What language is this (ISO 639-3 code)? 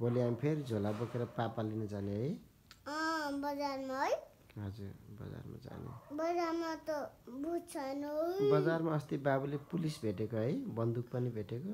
nep